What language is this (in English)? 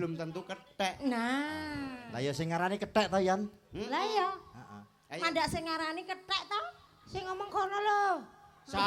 Javanese